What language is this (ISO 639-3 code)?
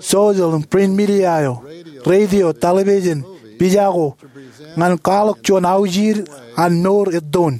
mah